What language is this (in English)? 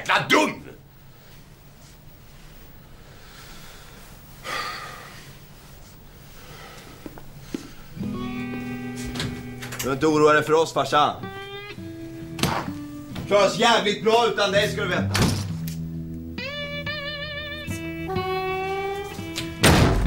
Swedish